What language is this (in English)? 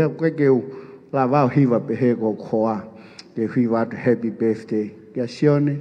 Tongan